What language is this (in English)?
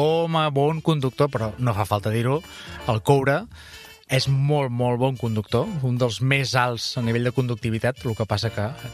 Catalan